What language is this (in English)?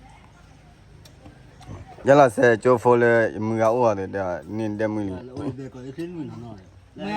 S'gaw Karen